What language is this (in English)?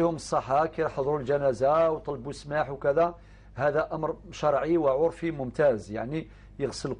Algerian Arabic